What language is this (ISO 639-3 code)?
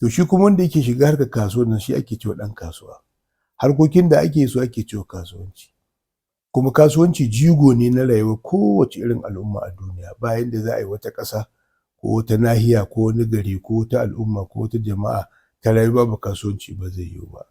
hau